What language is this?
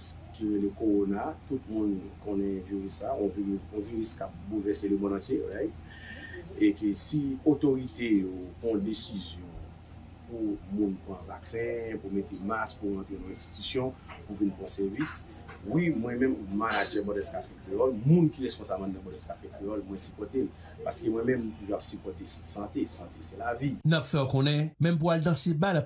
Haitian Creole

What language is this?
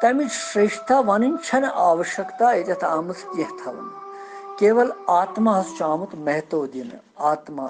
Kashmiri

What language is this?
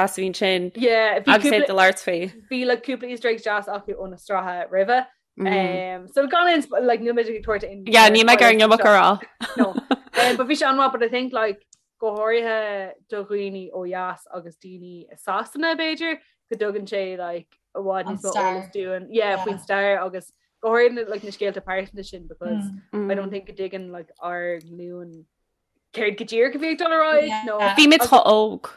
Irish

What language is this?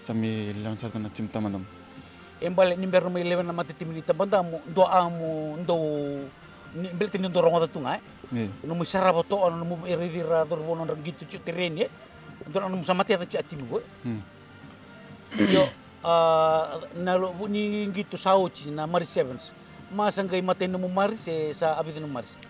Fijian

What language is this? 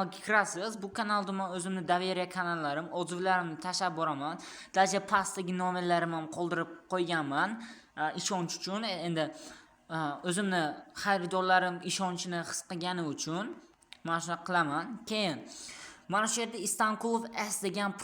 Uzbek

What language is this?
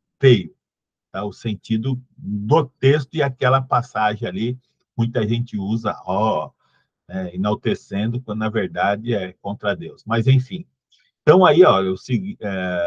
Portuguese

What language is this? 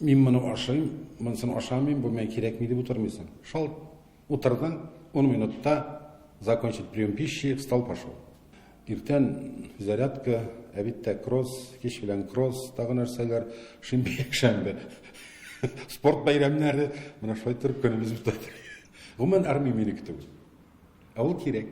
Tatar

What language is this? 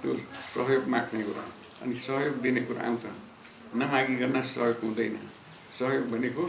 Nepali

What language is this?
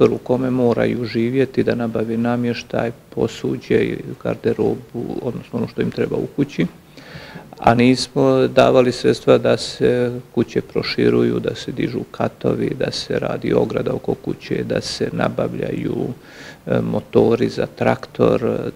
Bosnian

